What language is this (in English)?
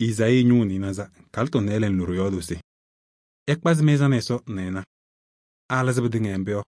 Kabiyè